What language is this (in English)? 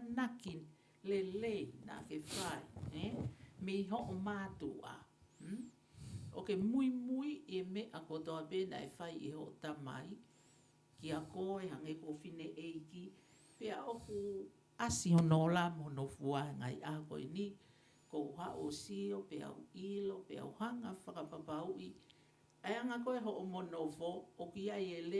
Tongan